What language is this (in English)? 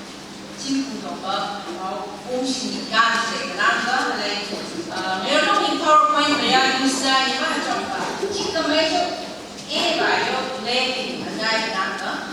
Phom Naga